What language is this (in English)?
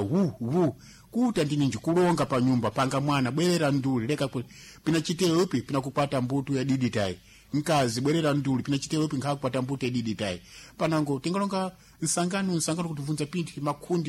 Sena